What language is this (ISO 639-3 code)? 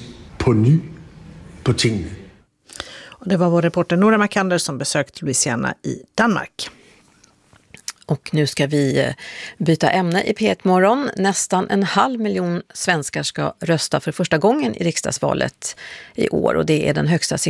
swe